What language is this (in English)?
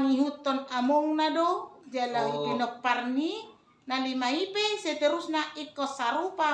Batak Toba